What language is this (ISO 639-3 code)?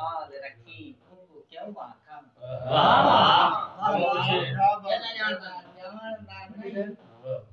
skr